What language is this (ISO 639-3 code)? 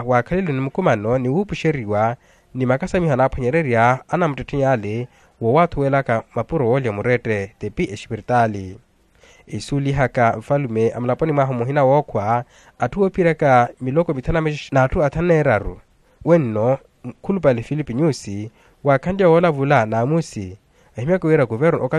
vmw